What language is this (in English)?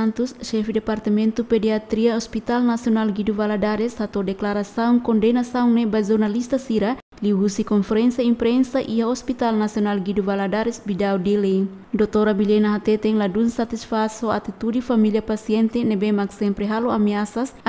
Tetum